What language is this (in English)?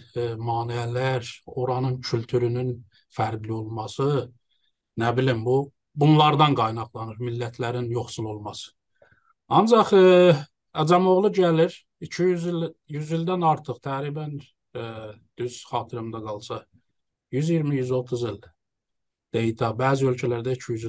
South Azerbaijani